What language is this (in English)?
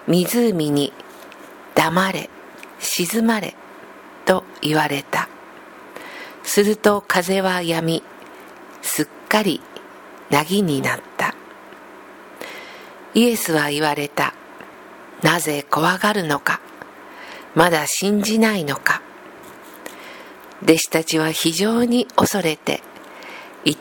Japanese